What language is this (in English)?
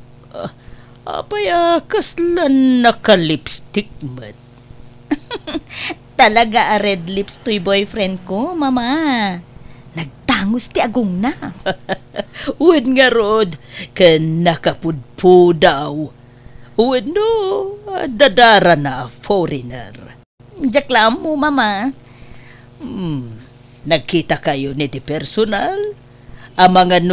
Iloko